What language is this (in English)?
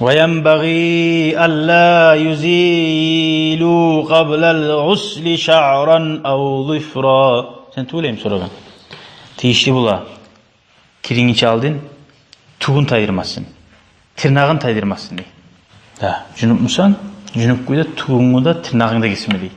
Kumyk